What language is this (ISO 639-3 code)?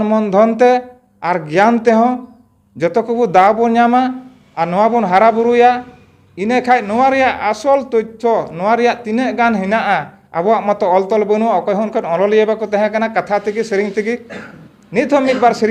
sat